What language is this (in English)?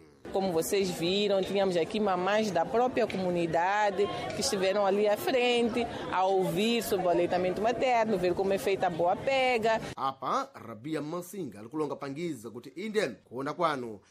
Sena